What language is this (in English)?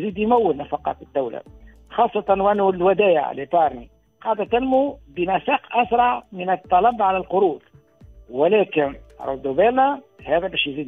Tunisian Arabic